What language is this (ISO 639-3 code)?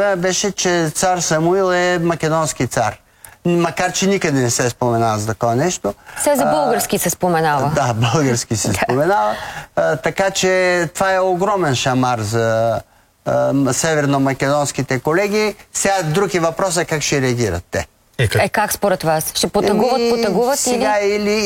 bul